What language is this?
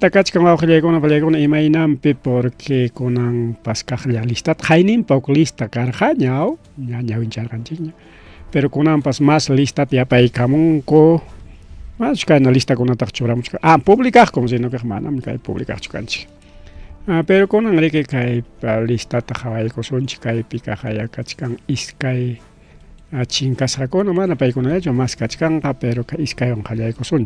Ayacucho Quechua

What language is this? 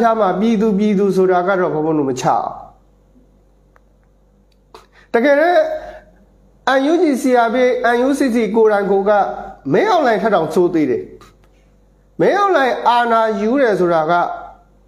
Burmese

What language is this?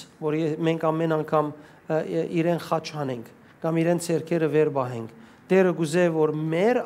Western Armenian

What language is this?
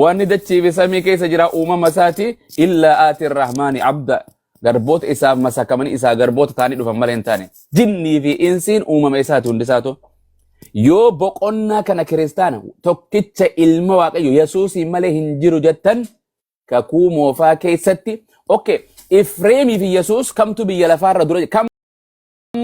Oromo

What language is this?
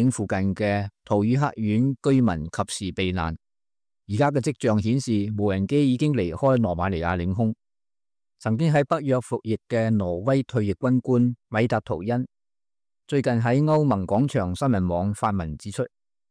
Cantonese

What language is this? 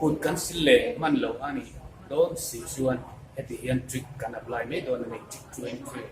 Mizo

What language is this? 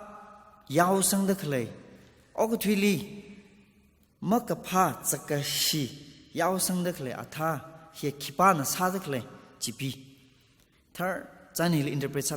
Tangkhul Naga (India)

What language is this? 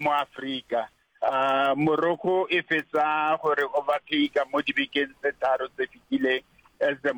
Northern Sotho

